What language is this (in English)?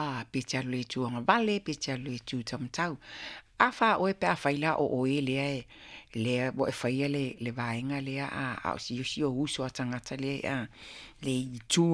Samoan